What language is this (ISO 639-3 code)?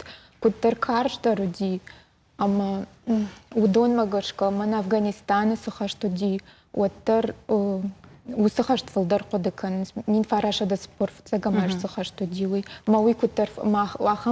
oss